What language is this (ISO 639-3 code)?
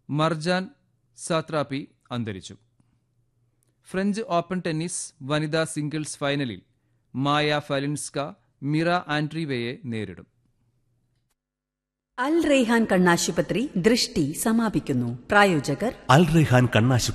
mal